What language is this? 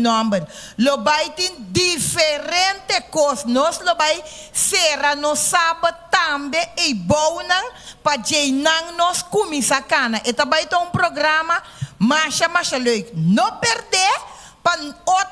Papiamento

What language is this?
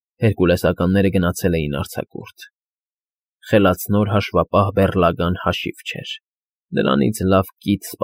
Armenian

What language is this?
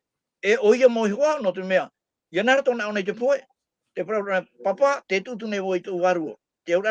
Tahitian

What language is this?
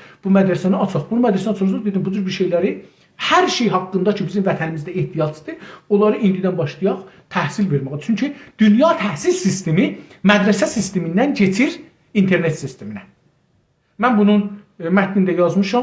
South Azerbaijani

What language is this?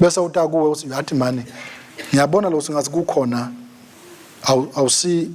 Swati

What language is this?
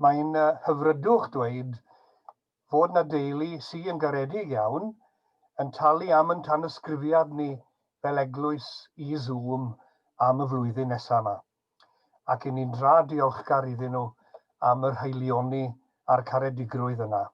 Welsh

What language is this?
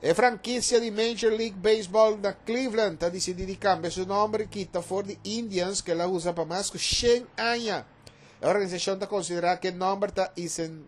Papiamento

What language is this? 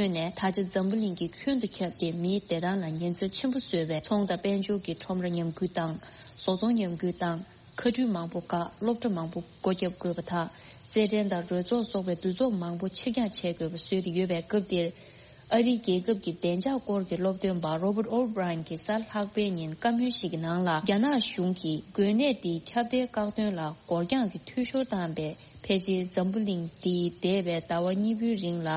Tibetan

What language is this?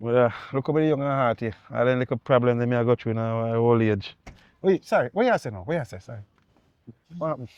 Jamaican Creole English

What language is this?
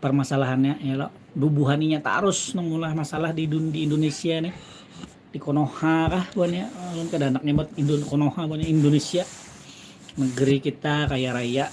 Banjar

